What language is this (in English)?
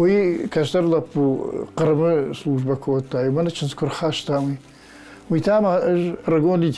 Ossetic